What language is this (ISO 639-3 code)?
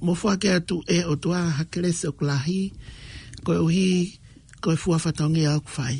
ton